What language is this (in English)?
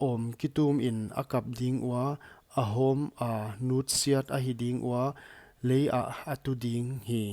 Paite Chin